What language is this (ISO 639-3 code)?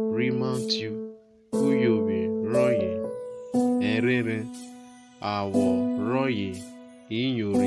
urh